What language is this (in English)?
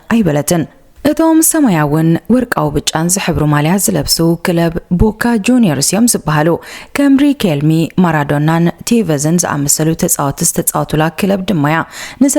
Tigrinya